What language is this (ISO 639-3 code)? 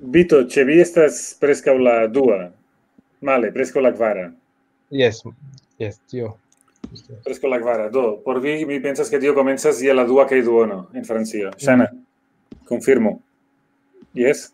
epo